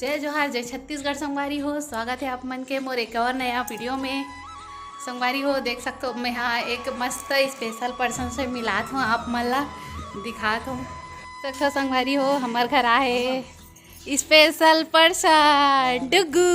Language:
Chhattisgarhi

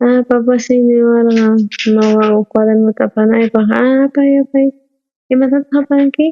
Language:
South Bolivian Quechua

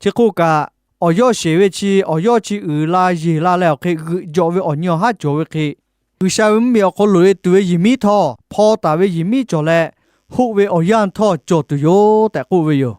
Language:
Lahu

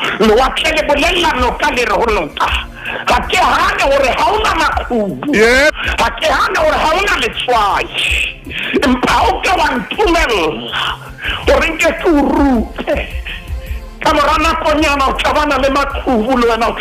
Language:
Southern Sotho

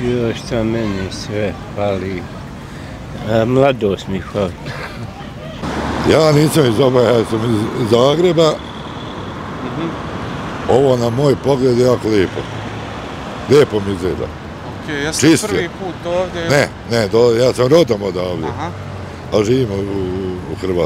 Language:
Bosnian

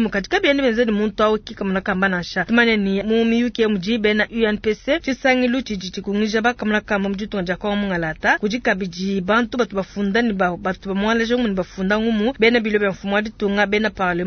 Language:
Luba-Lulua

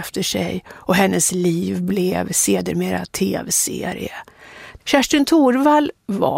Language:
Swedish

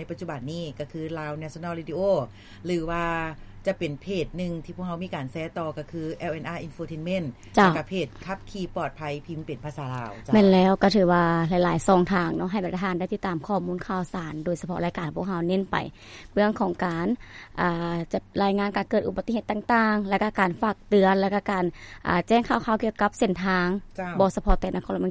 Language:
Lao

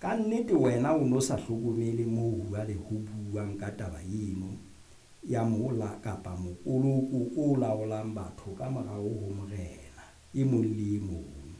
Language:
Southern Sotho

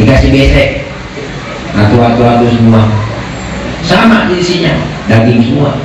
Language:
Betawi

